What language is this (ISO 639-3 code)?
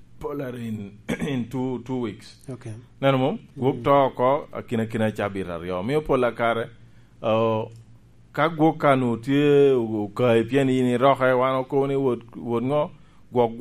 laj